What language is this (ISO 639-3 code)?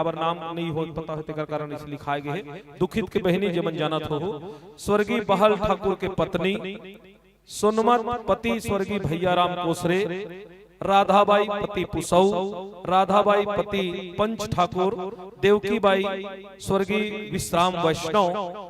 hne